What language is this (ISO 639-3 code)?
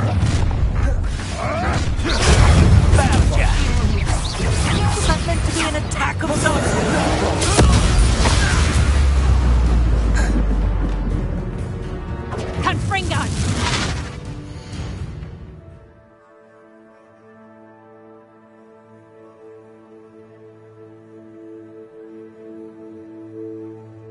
eng